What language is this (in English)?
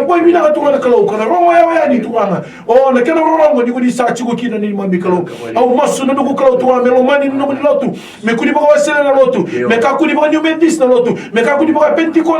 Fijian